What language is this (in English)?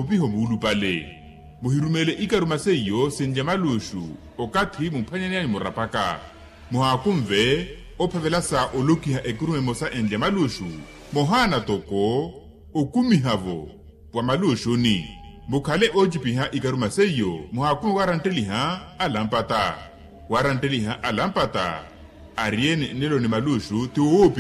Makhuwa